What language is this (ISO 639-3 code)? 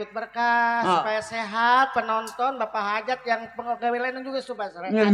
bew